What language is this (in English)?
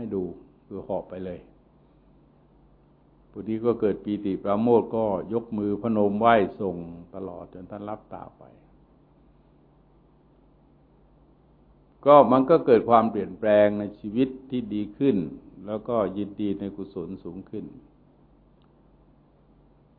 Thai